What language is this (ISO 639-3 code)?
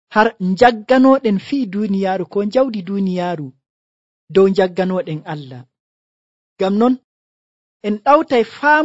fuv